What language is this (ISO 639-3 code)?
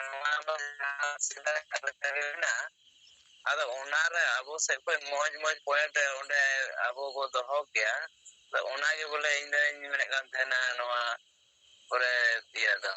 sat